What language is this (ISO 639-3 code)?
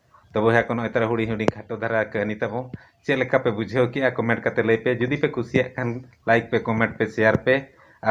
sat